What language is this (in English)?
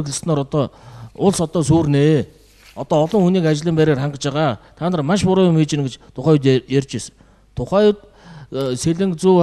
Mongolian